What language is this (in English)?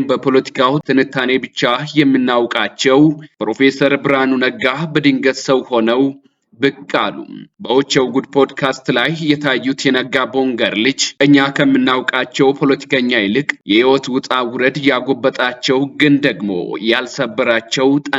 Amharic